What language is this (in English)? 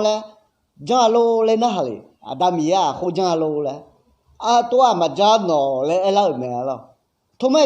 Akha